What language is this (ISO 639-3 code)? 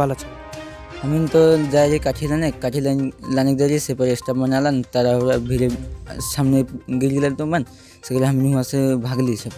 sck